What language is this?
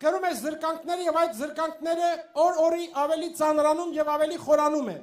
Armenian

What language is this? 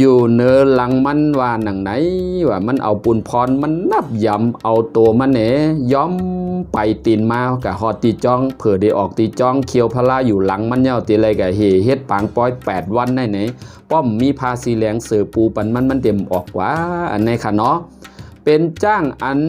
Shan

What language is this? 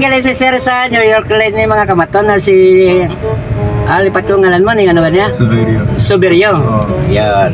Hiligaynon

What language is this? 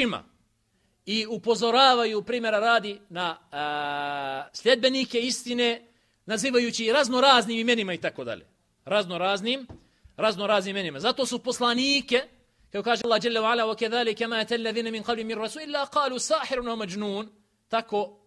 Bosnian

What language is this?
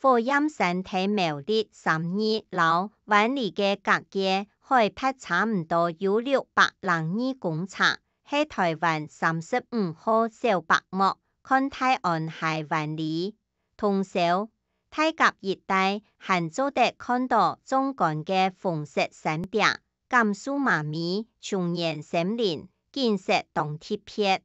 Hakka Chinese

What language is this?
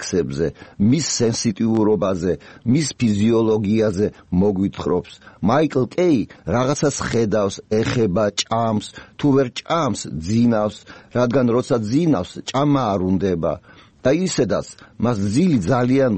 Georgian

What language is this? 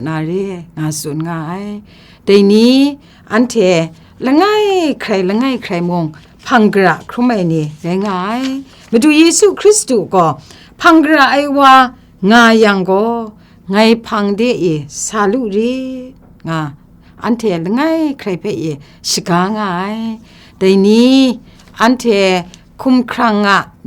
Kachin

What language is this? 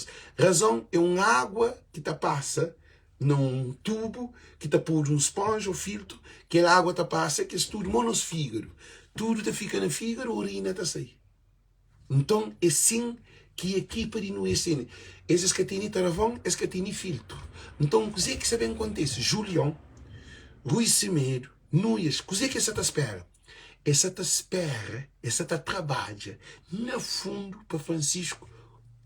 Kabuverdianu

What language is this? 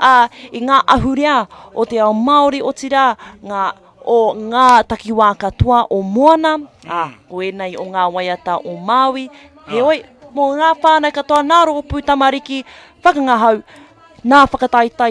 Māori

